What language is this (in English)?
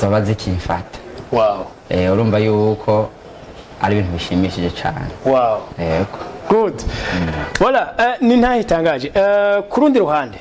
Rundi